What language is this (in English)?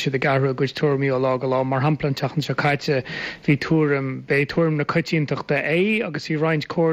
Irish